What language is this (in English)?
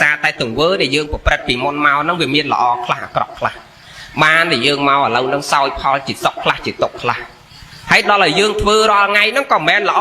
Khmer